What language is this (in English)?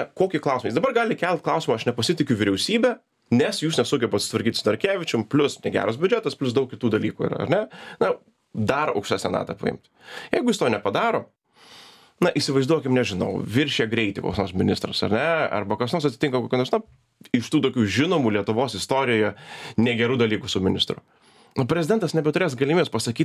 Lithuanian